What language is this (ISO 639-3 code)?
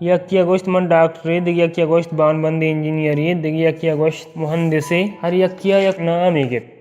bal